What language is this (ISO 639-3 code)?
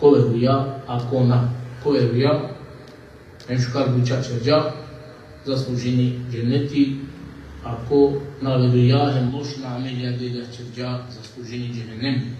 rmn